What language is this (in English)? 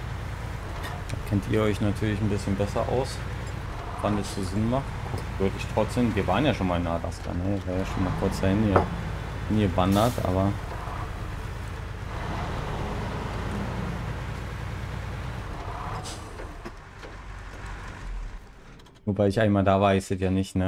German